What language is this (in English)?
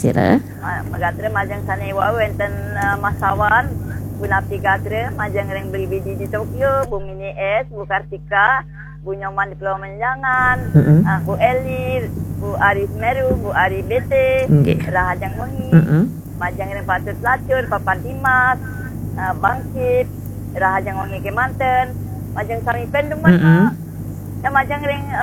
Balinese